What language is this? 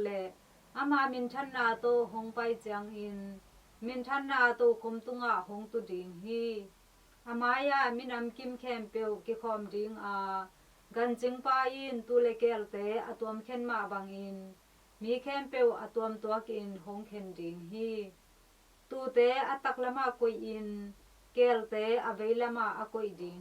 Tedim Chin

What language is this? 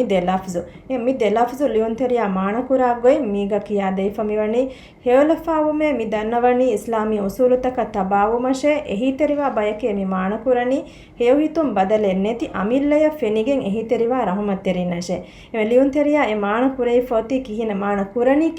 Divehi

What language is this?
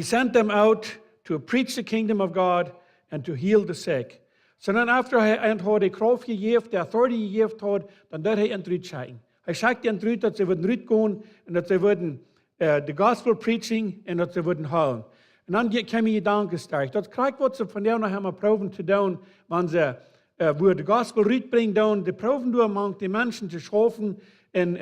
Plautdietsch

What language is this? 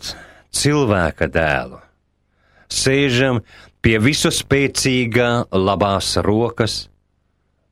Latvian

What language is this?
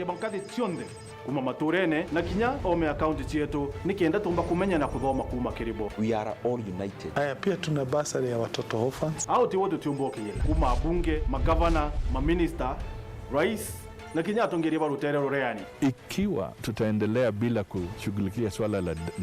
Meru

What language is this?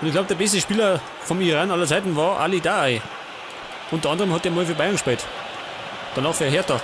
Bavarian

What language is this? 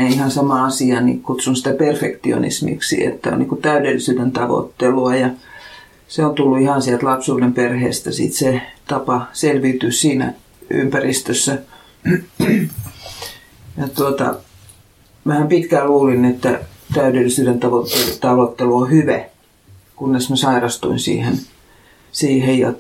Finnish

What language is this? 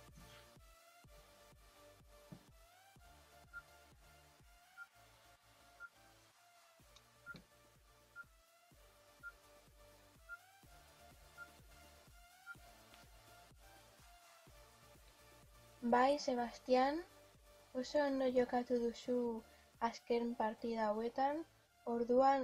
Basque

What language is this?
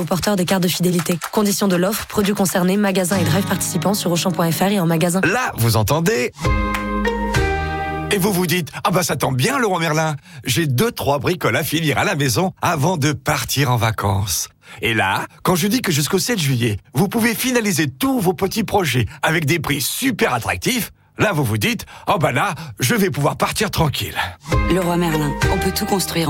French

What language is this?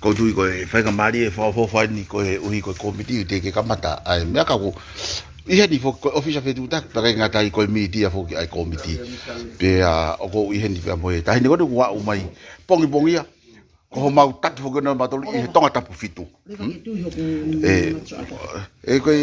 Tongan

